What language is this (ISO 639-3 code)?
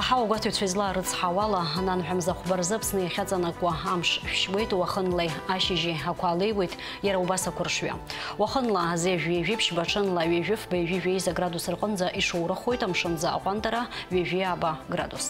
abk